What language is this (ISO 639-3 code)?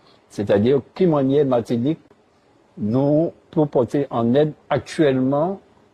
gcf